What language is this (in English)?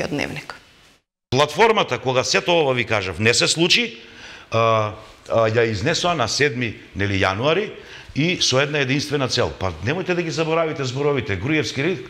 Macedonian